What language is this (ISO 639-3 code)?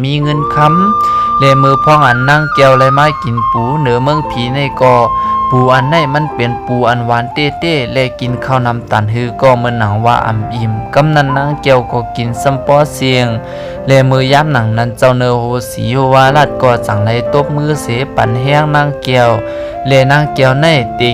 shn